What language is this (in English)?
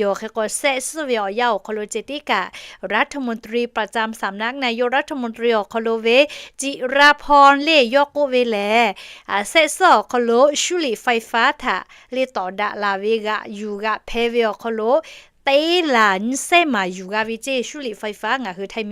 Lahu